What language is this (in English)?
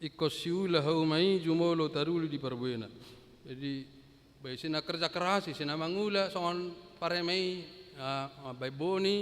Batak Toba